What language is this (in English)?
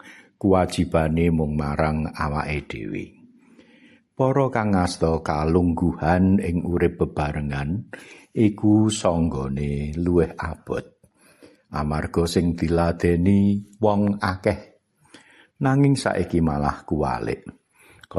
Javanese